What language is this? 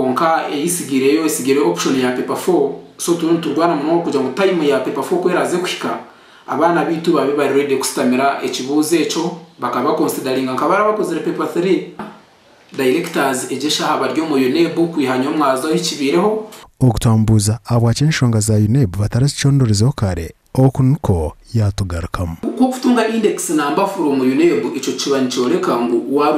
Nyankole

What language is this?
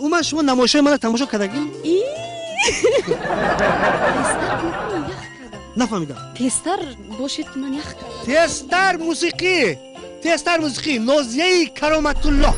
Tajik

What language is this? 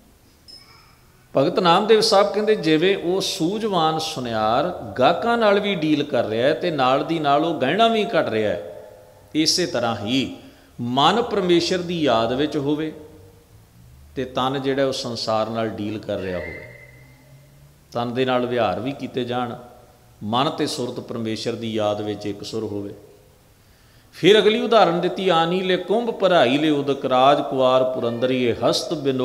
Punjabi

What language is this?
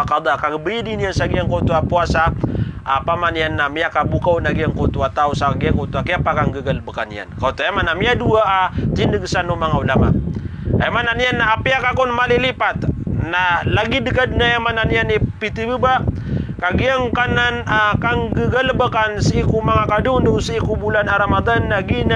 Maranao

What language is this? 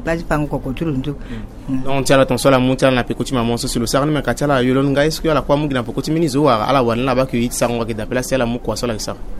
Sango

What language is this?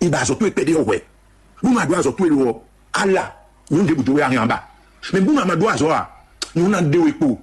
Fon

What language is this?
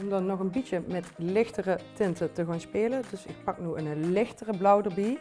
Limburgish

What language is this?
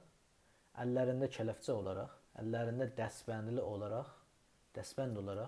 South Azerbaijani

